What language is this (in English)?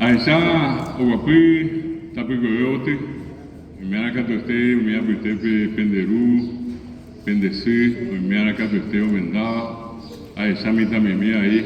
Guarani